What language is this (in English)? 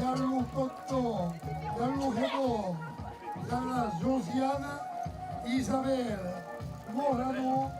Occitan